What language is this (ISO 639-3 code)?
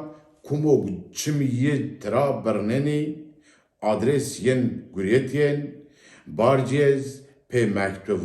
zza